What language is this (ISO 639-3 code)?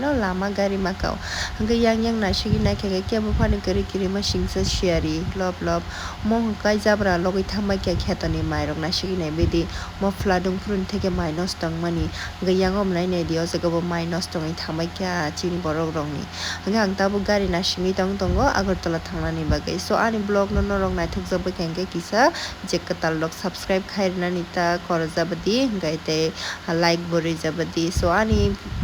trp